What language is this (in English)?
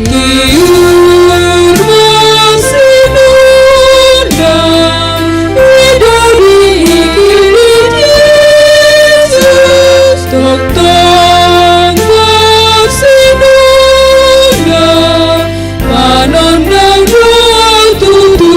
Batak Toba